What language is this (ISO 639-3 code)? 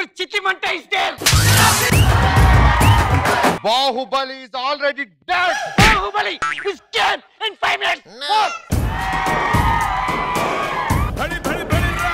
tel